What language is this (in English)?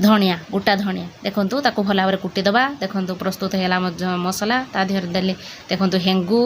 Odia